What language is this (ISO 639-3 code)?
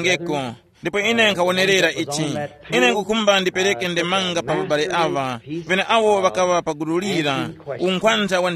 tum